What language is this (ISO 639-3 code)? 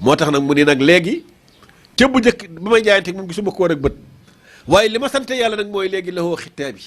wol